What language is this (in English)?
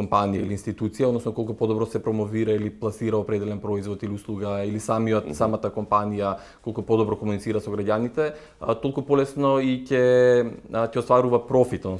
Macedonian